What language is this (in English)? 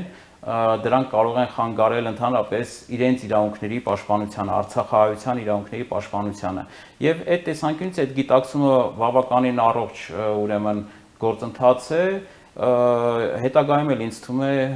Armenian